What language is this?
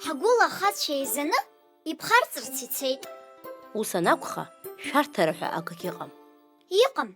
Abkhazian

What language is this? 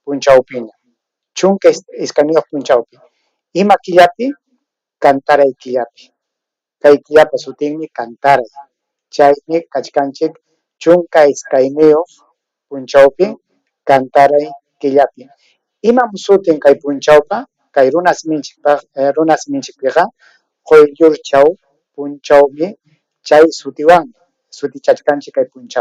Ayacucho Quechua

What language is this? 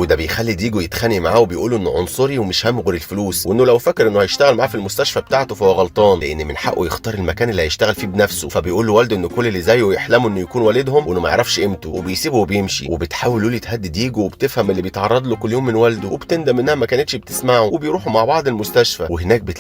Egyptian Arabic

